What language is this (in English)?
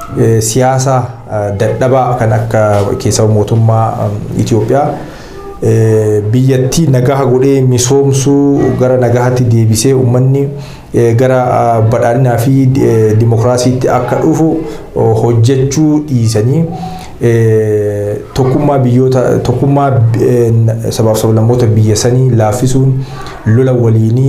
Oromo